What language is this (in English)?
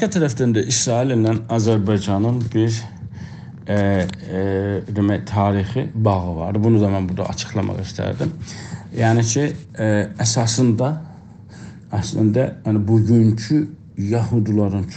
South Azerbaijani